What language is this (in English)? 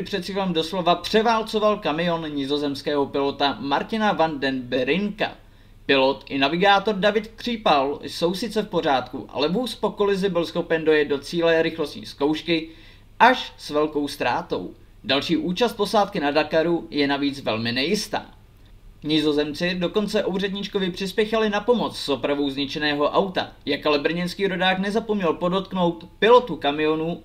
Czech